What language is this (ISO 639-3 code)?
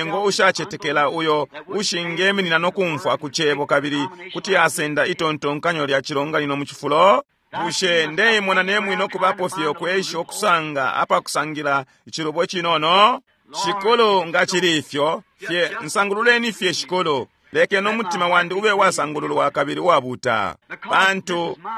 bem